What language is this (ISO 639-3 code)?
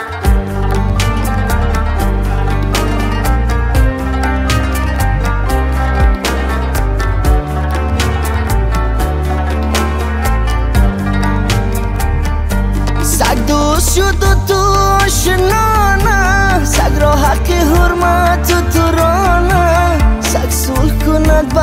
fas